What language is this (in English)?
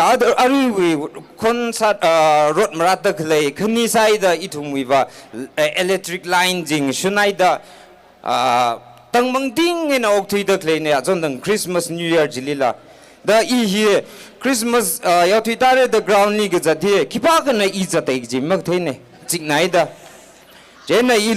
Tangkhul Naga (India)